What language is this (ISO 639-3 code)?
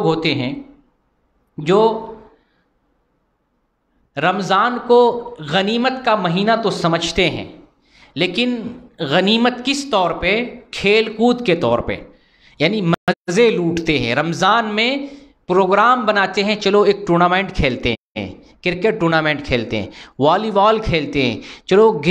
urd